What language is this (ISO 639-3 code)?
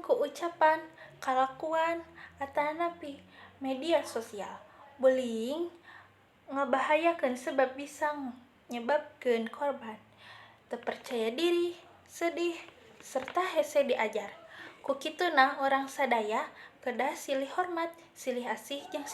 sun